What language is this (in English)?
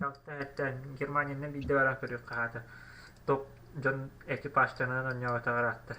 Yakut